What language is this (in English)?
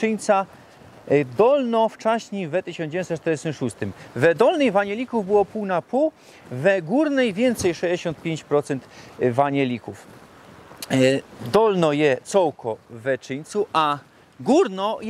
Silesian